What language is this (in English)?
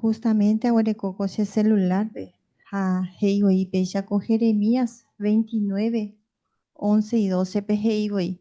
Guarani